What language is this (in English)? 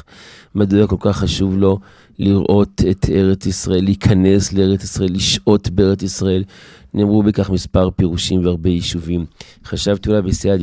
Hebrew